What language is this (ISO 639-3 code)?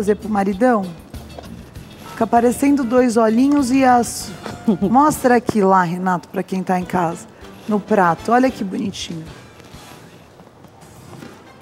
por